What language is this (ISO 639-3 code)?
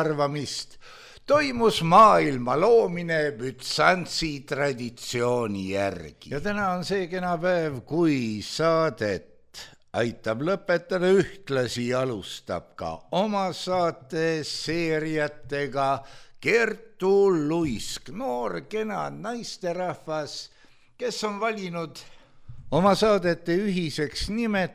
est